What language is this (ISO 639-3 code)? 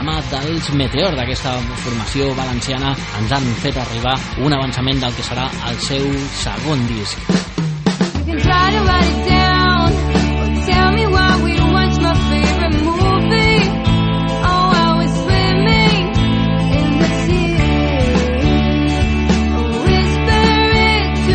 cat